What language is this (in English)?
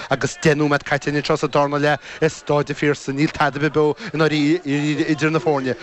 Irish